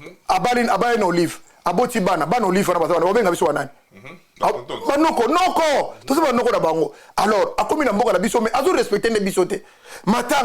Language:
Lingala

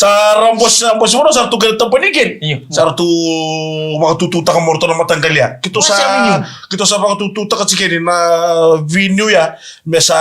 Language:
Fijian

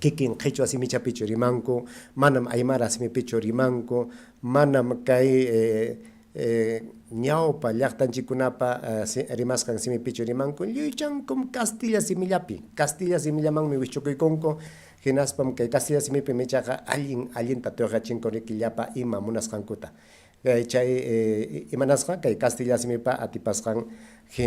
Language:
Ayacucho Quechua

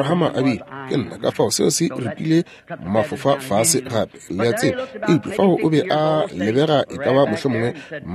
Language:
Northern Sotho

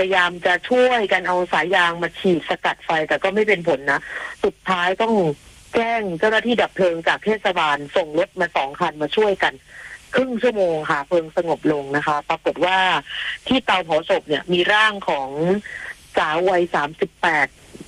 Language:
Thai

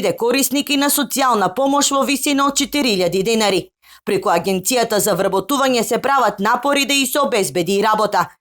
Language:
Macedonian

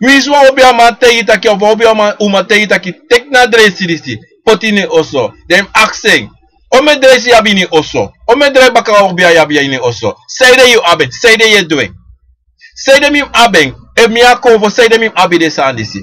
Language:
Sranan Tongo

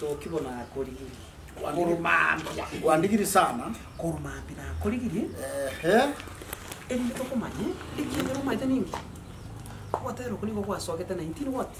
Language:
Gusii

